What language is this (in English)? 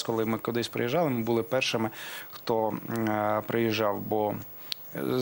Ukrainian